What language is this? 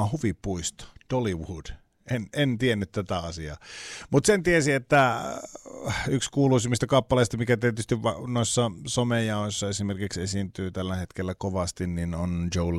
Finnish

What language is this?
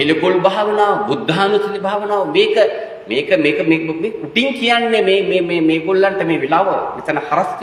Sinhala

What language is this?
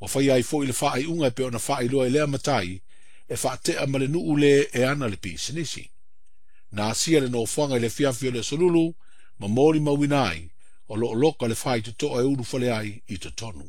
Samoan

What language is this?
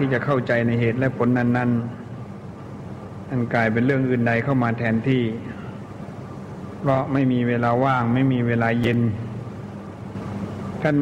Thai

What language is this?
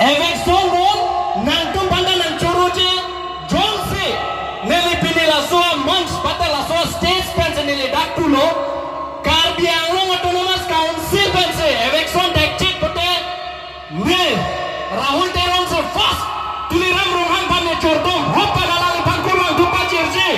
Karbi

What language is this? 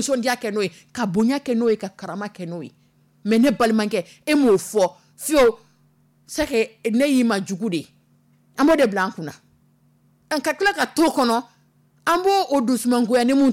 Dyula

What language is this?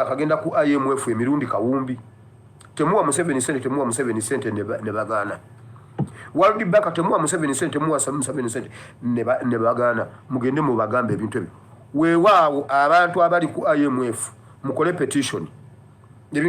Ganda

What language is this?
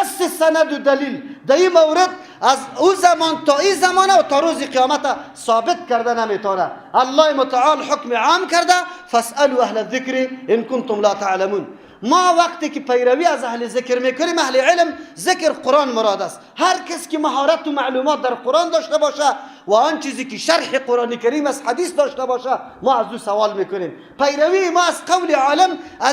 Persian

